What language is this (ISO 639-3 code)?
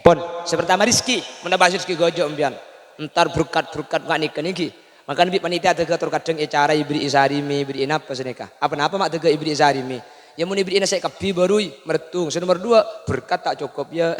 mad